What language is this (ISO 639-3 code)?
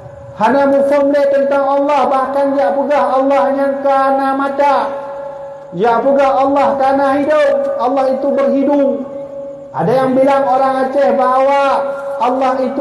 ace